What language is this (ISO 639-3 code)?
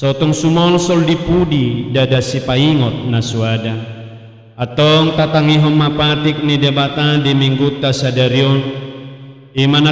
bbc